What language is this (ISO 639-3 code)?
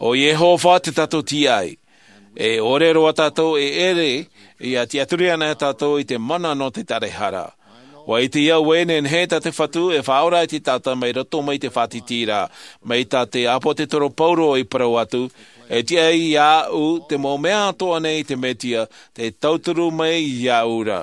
tah